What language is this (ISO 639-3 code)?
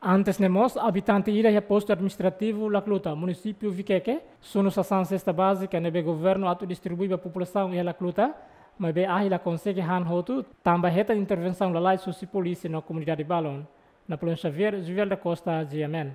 tet